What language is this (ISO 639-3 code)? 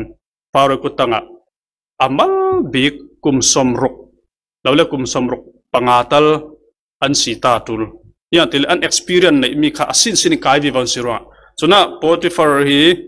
cfm